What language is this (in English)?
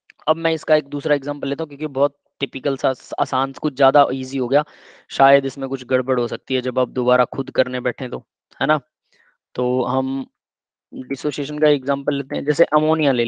Hindi